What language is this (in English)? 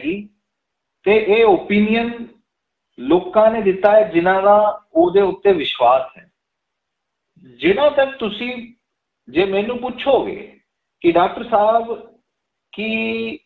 Punjabi